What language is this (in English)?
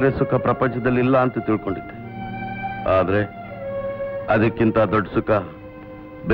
Kannada